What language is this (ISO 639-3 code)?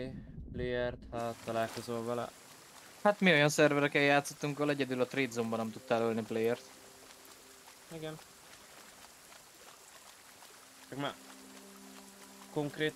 hun